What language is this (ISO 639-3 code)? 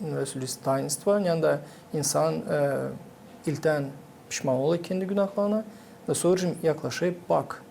gag